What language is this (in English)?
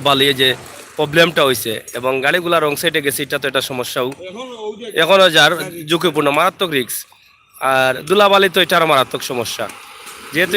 Sylheti